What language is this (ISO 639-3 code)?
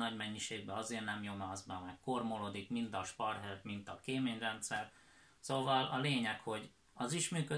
hun